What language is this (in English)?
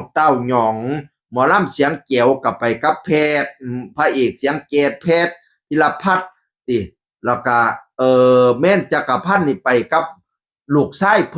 Northeastern Thai